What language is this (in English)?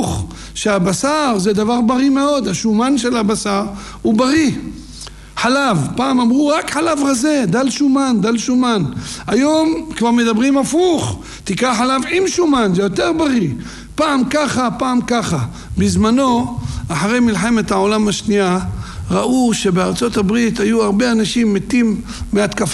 Hebrew